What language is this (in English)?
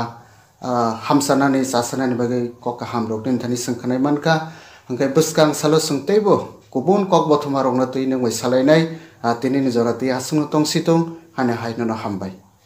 Kok Borok